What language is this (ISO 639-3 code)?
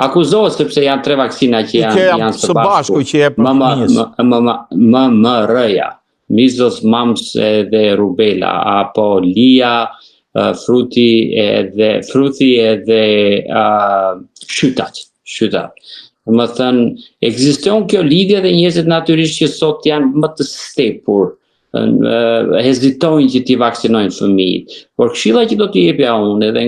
sqi